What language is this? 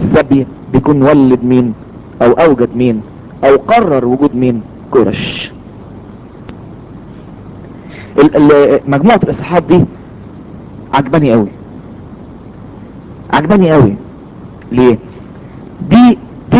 Egyptian Arabic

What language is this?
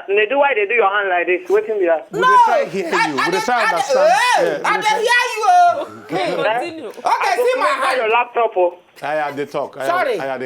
Nigerian Pidgin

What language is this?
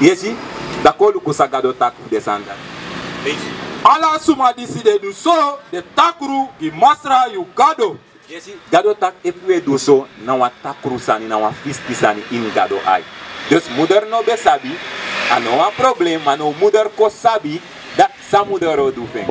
Sranan Tongo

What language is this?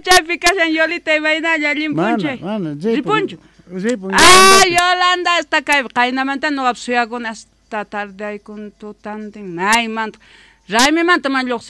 Quechua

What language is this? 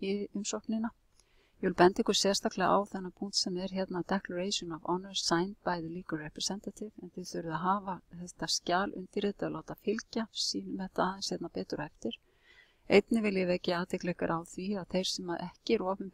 Icelandic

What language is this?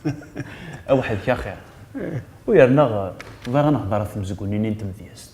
Kabyle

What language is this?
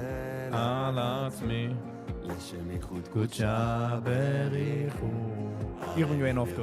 Yiddish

